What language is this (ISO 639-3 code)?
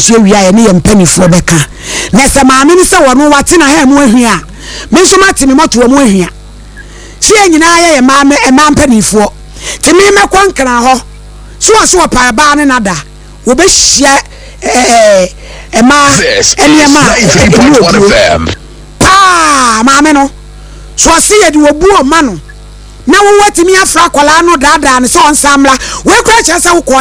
aka